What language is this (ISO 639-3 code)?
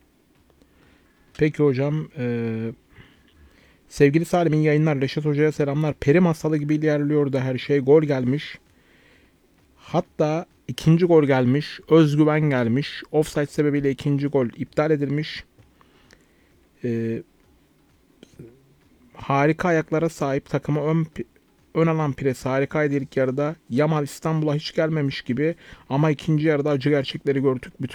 tur